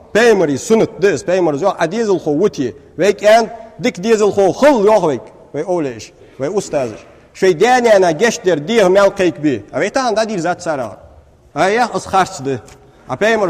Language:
Ingush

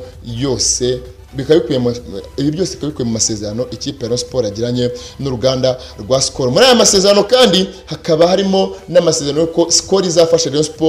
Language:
Kinyarwanda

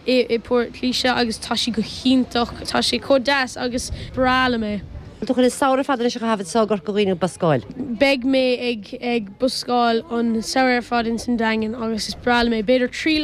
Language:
Irish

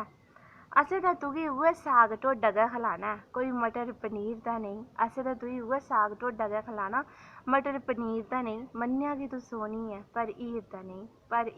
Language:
Dogri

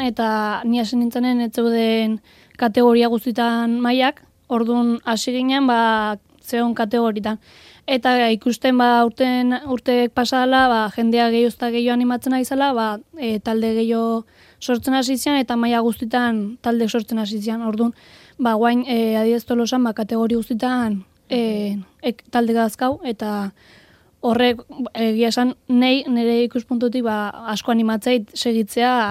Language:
Basque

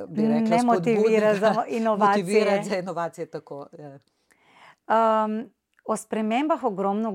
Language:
Slovenian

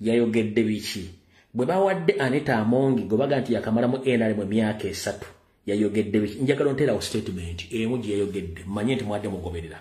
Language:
Ganda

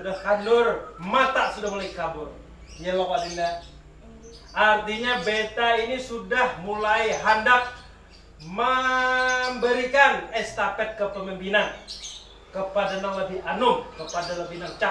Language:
Banjar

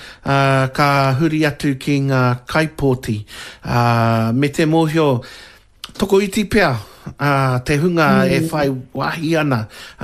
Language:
Māori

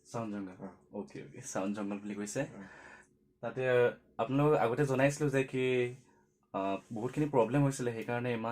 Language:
Assamese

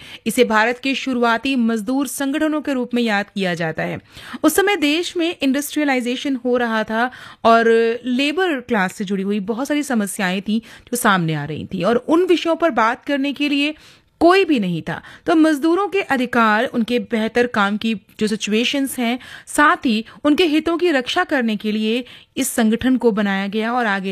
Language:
Hindi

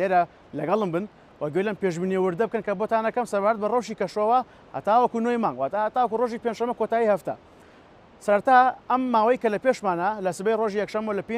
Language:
Central Kurdish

